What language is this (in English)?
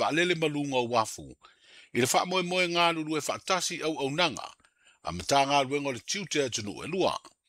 Samoan